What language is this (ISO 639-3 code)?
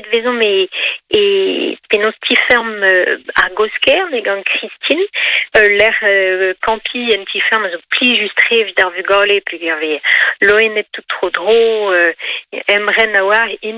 bre